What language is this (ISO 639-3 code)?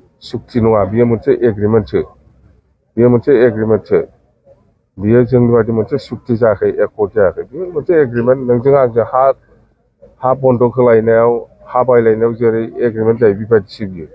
brx